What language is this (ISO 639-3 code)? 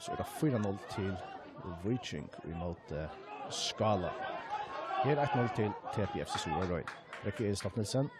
fao